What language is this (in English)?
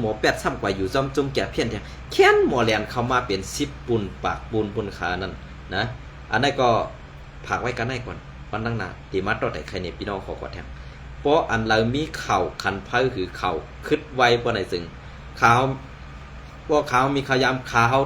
Shan